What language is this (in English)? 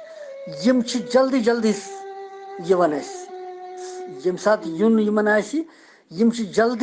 Kashmiri